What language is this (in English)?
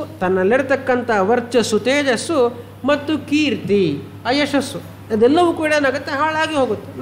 Kannada